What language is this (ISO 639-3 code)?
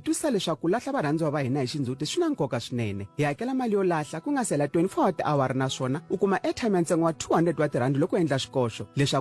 tso